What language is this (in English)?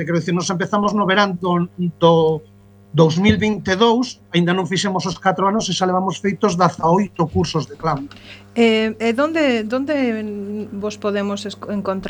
Galician